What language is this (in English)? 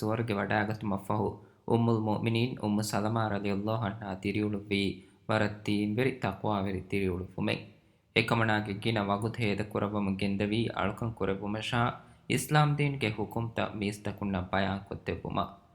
Divehi